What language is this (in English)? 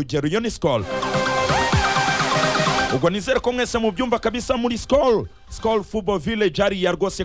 Kinyarwanda